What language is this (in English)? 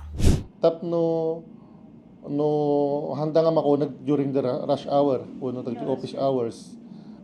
Iloko